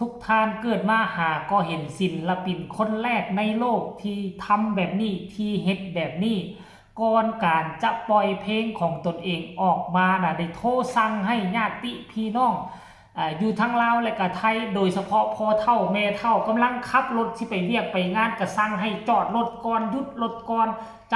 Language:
Lao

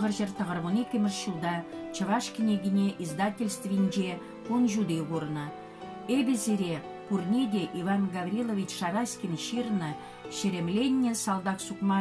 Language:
Chuvash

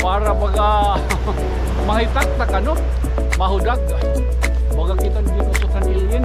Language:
Waray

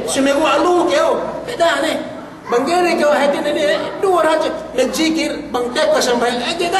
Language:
Yakan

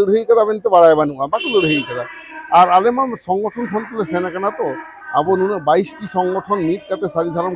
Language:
Santali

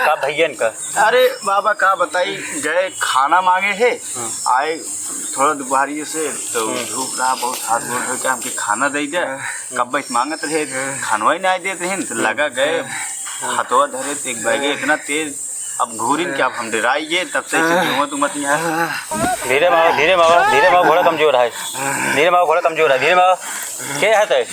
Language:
Awadhi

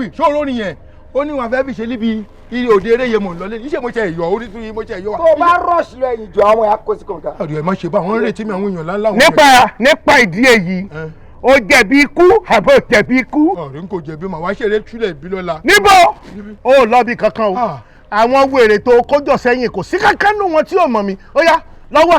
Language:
Yoruba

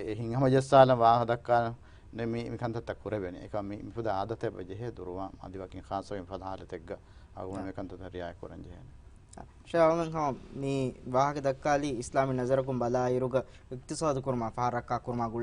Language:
Divehi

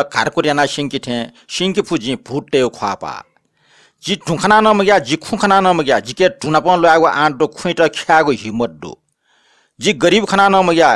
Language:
Newari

